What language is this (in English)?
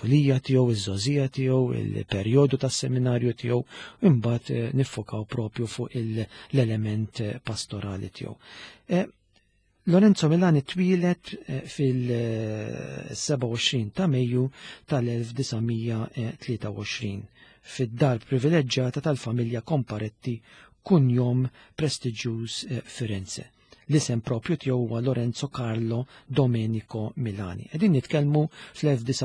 Maltese